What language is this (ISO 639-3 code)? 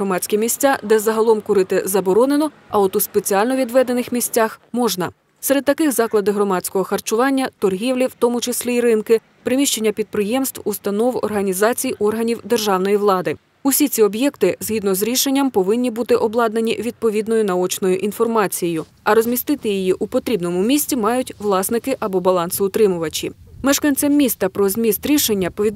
ukr